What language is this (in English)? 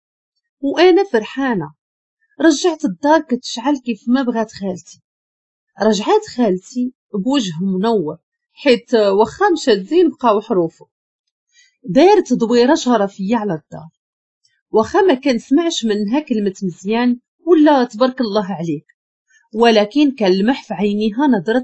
Moroccan Arabic